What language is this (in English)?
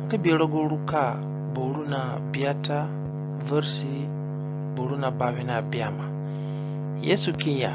Zande (individual language)